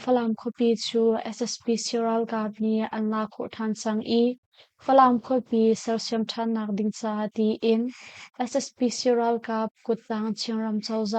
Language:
Hakha Chin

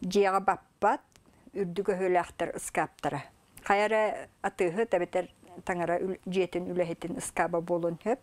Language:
Yakut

